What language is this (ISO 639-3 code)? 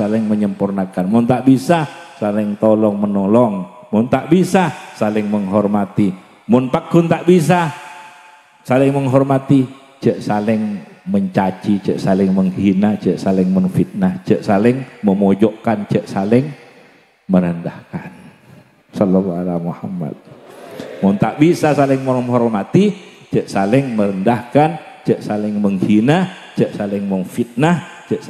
mad